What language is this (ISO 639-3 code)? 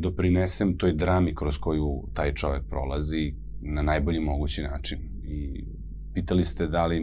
srp